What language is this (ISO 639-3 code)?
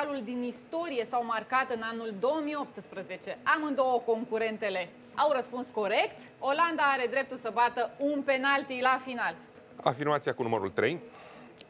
ron